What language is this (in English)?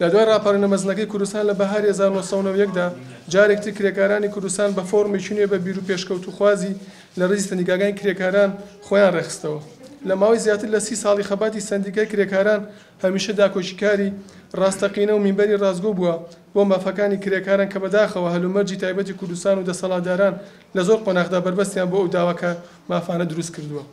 Central Kurdish